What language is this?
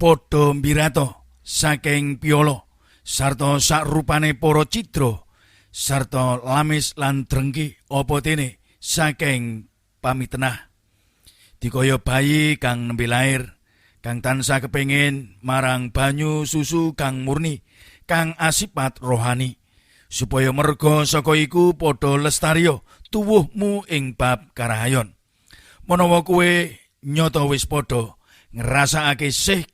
Javanese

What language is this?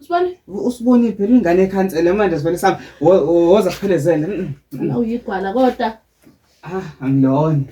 Zulu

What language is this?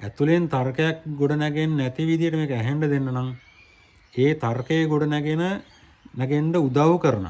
Sinhala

